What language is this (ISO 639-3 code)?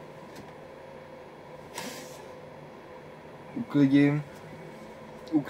ces